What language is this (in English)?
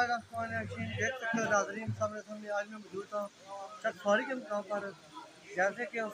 Hindi